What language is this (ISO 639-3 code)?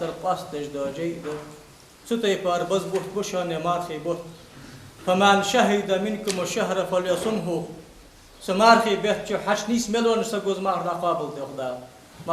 inh